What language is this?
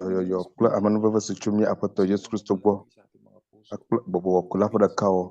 Ewe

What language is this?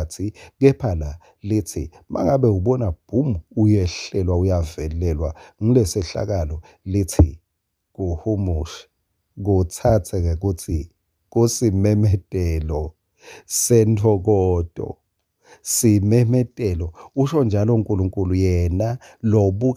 Swati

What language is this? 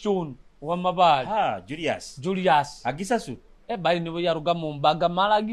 Nyoro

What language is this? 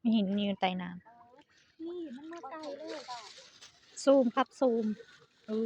Lao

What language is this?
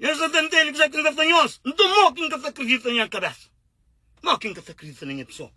Kabuverdianu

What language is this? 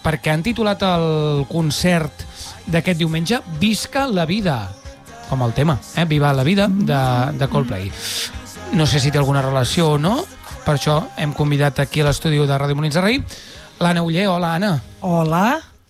Catalan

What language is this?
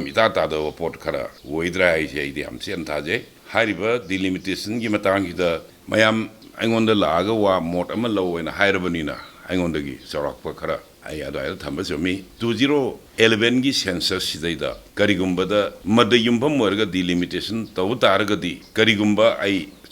Manipuri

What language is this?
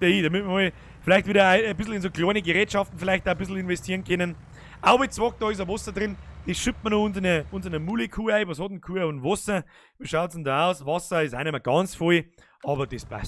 Bavarian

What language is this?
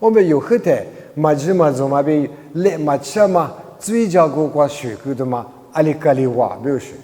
Lisu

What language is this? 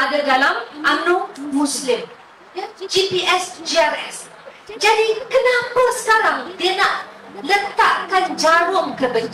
Malay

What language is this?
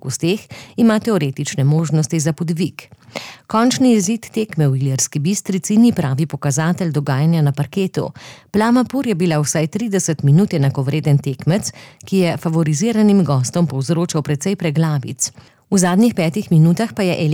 Slovenian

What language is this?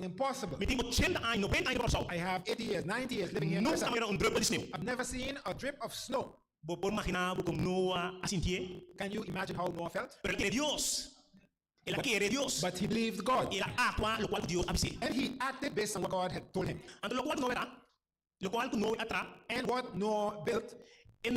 Papiamento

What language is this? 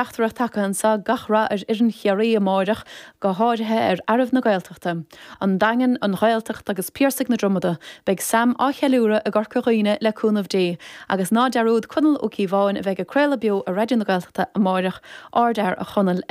Irish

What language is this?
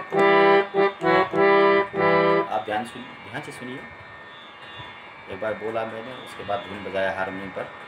Hindi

